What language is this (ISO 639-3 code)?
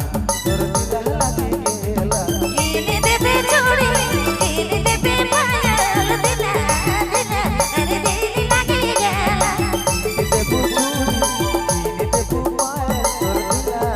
sck